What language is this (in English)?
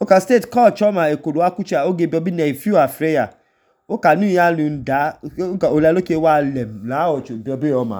Idoma